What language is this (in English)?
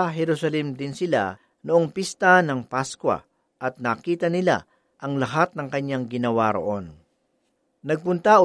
Filipino